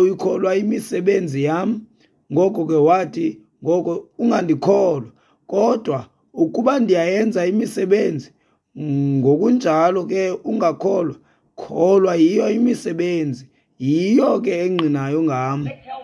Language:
Xhosa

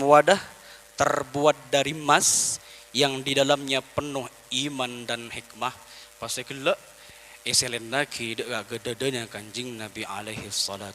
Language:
Madurese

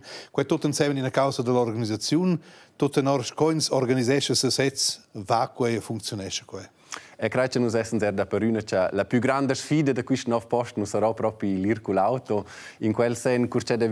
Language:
Romansh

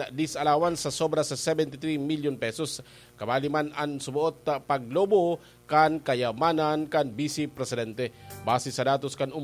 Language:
Bikol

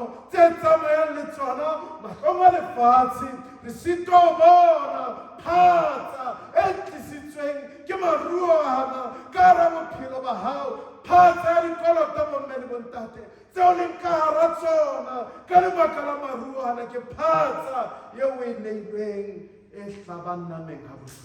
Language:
Southern Sotho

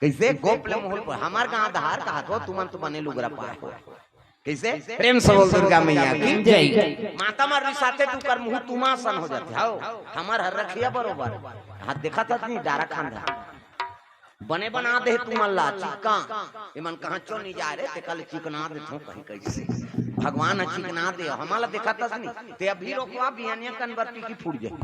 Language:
Chhattisgarhi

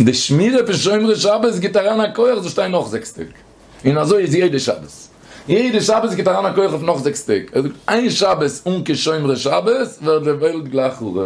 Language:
Yiddish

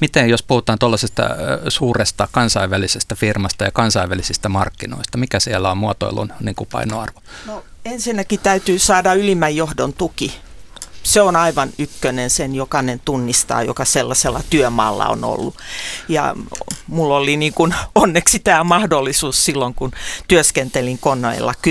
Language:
Finnish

